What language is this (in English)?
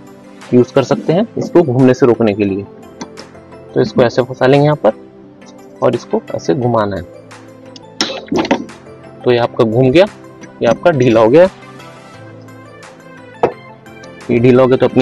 Hindi